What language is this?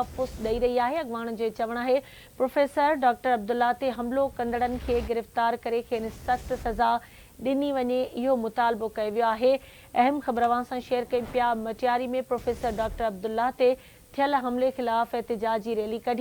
Sindhi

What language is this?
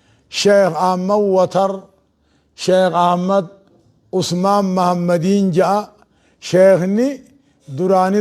Oromo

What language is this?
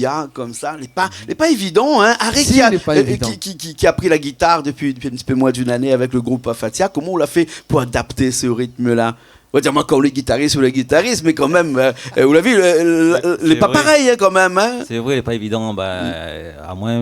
Réunion Creole French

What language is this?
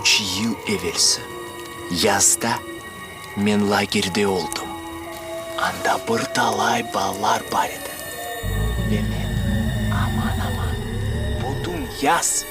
Crimean Tatar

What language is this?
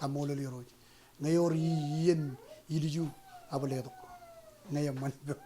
Marshallese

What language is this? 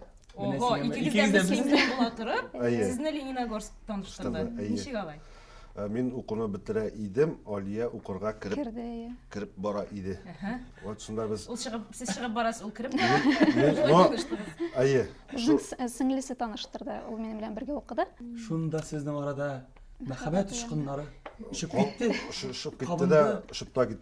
Tatar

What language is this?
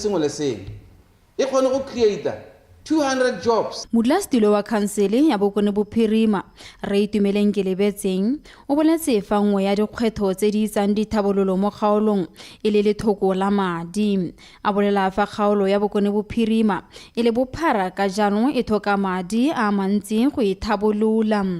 Tswana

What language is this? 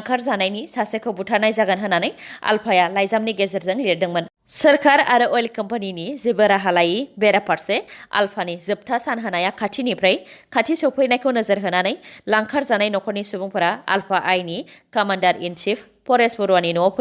Bodo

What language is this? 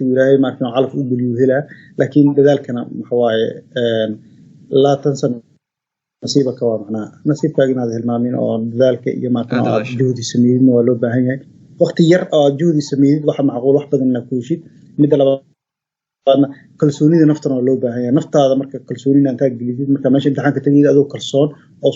Somali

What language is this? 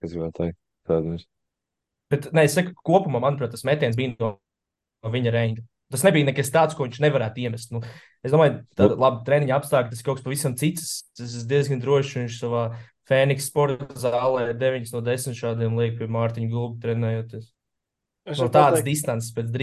Latvian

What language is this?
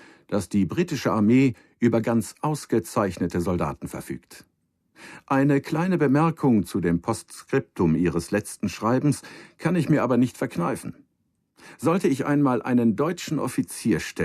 Bavarian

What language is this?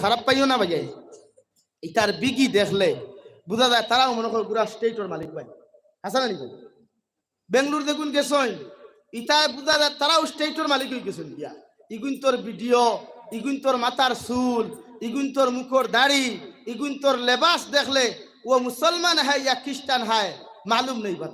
Sylheti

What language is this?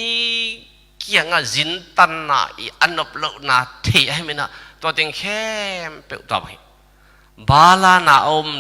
Tedim Chin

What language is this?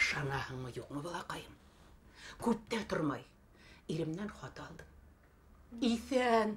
Bashkir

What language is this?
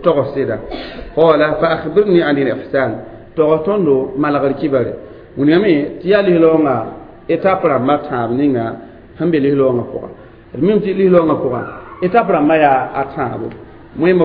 Mossi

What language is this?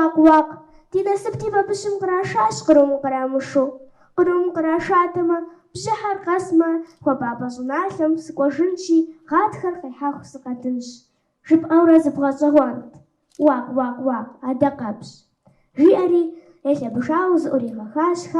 Kabardian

